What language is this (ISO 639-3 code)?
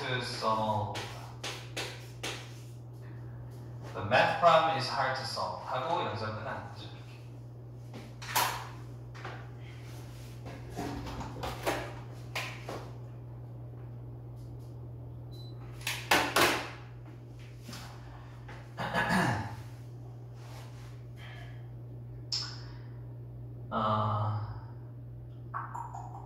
kor